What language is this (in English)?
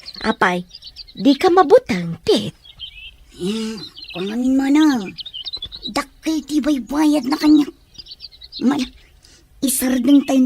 Iloko